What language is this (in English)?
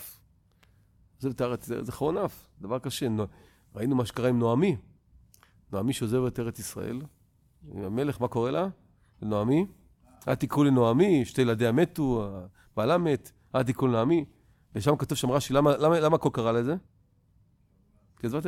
Hebrew